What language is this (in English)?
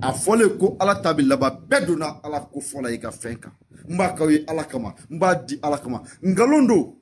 Bambara